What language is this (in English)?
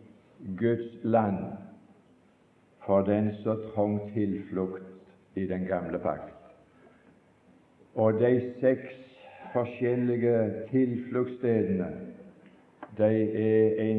Norwegian